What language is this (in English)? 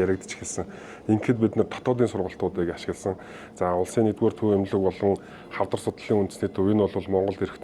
Mongolian